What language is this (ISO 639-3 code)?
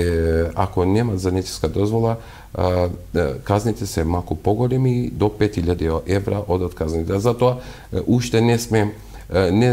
mkd